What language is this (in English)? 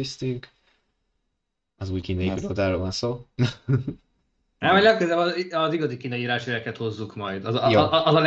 Hungarian